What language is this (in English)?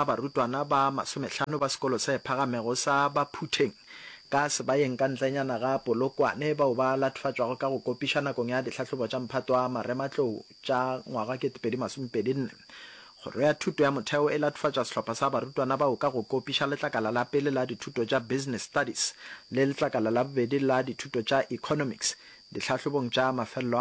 Northern Sotho